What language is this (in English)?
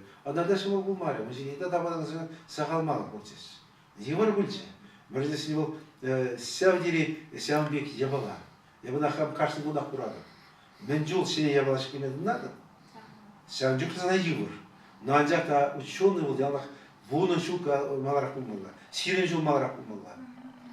Chuvash